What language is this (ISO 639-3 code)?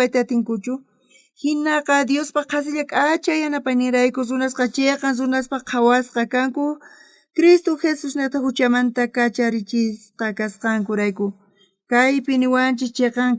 quh